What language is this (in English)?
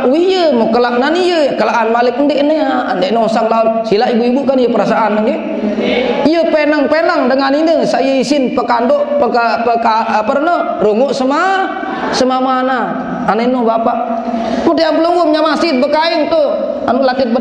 Sasak